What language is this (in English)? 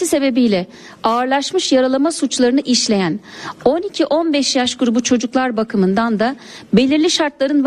Turkish